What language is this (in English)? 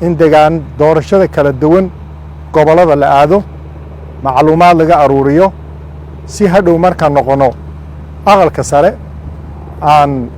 Somali